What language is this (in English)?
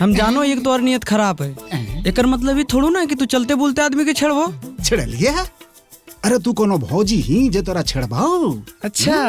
Magahi